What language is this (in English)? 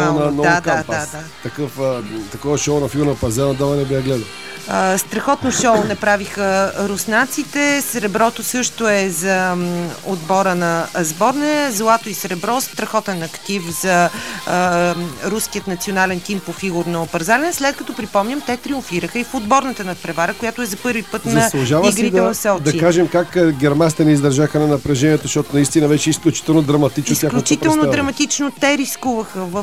Bulgarian